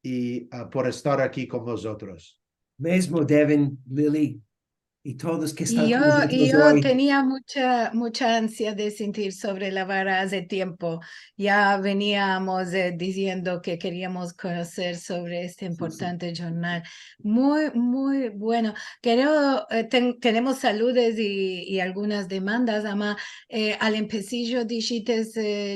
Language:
Ladino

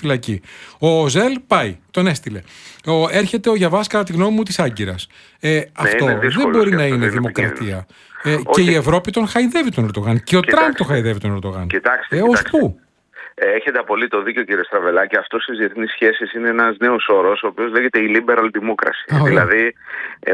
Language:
Greek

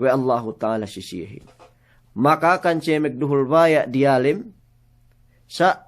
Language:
Yakan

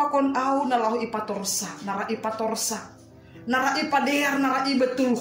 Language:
Batak Simalungun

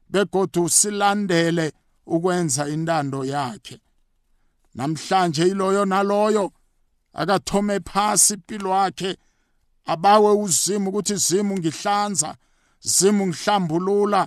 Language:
South Ndebele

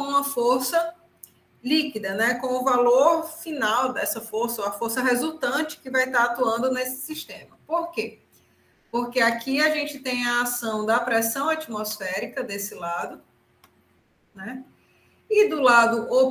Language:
Portuguese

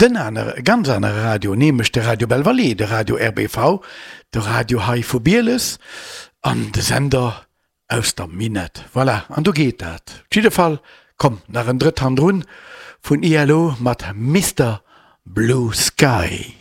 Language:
Luxembourgish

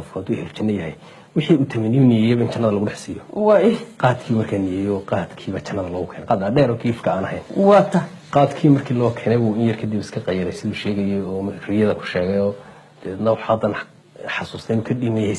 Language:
Somali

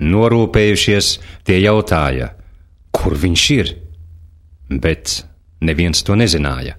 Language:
Latvian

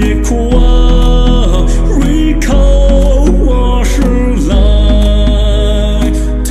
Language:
Poumei Naga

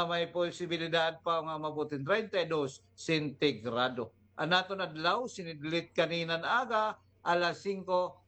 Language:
Waray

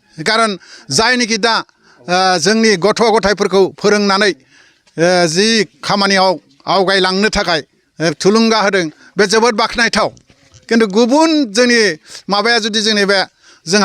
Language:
Bodo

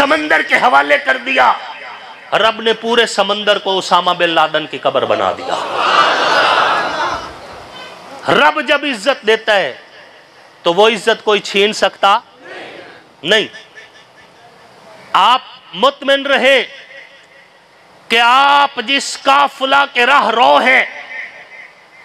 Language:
Urdu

